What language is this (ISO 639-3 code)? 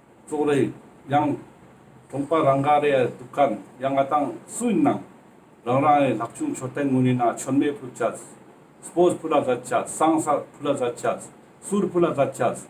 lbj